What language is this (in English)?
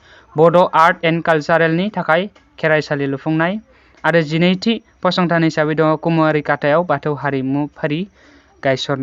Bodo